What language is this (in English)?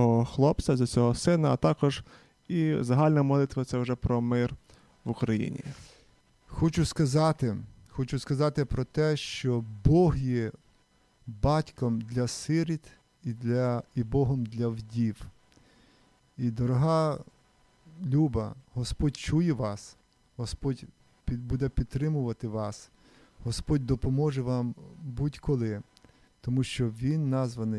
Ukrainian